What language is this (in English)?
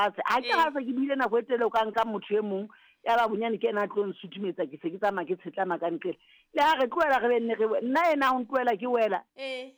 Southern Sotho